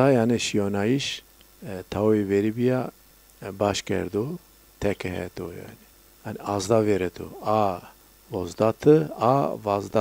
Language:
Zaza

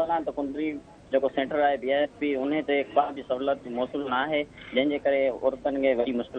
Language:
Sindhi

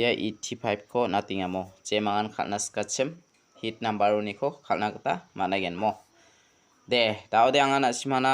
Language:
Garo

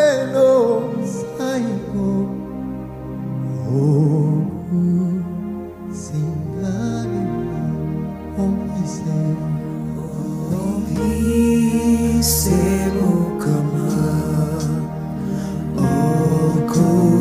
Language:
Swahili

